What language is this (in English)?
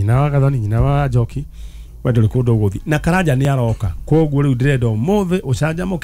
Kikuyu